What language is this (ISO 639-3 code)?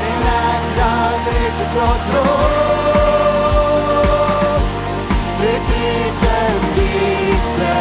pdt